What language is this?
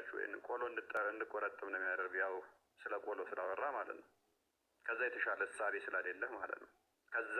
Amharic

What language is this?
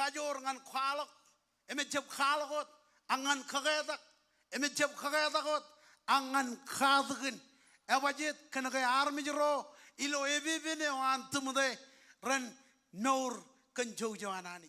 Marshallese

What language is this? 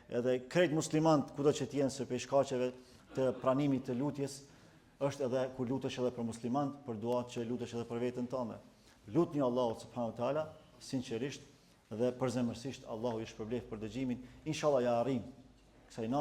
Albanian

